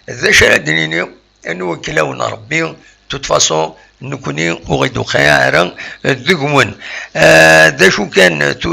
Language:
Kabyle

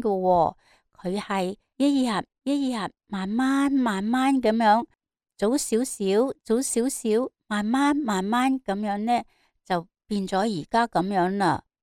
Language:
Cantonese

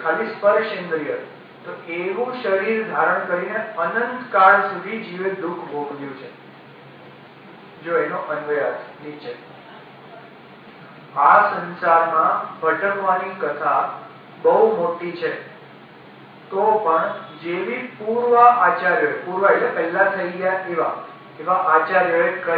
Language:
Gujarati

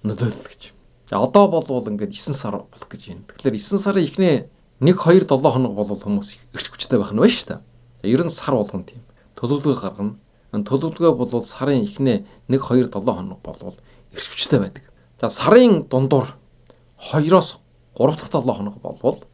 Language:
Mongolian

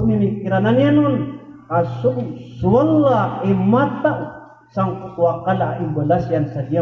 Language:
Maranao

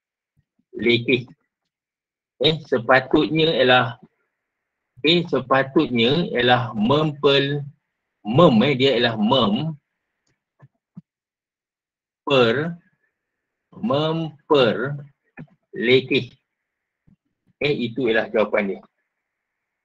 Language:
Malay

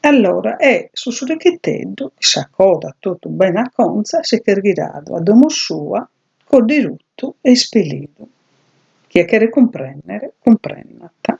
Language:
Sardinian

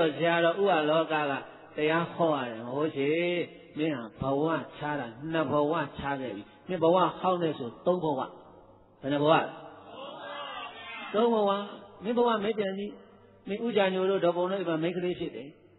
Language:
Burmese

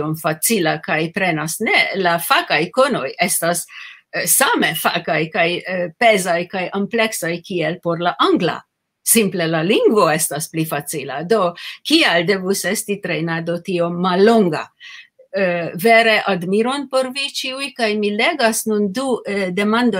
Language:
Esperanto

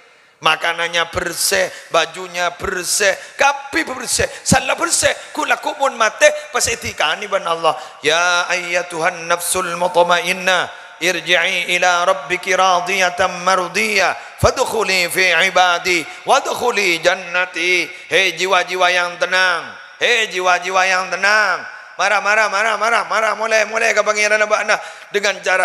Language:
Madurese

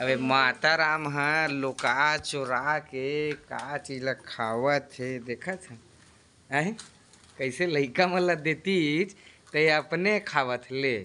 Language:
Chhattisgarhi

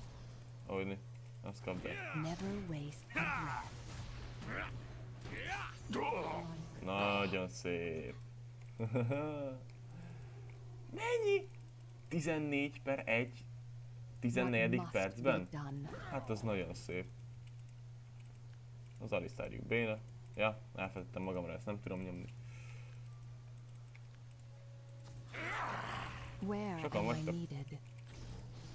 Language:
Hungarian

